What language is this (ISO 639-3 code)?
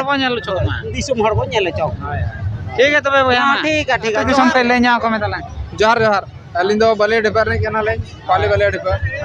sat